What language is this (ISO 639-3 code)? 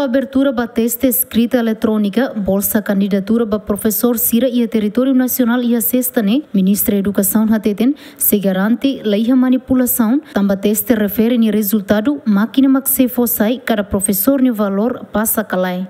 tet